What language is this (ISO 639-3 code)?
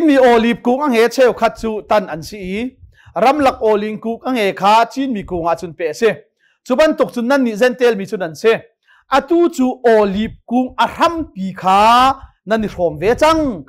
cnh